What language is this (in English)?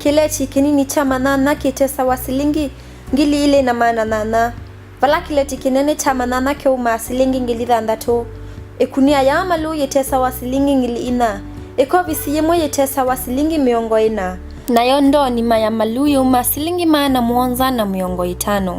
Kamba